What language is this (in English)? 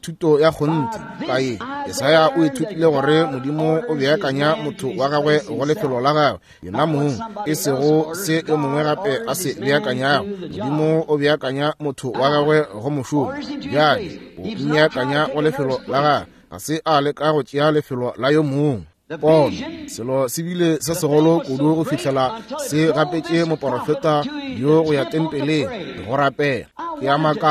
Northern Sotho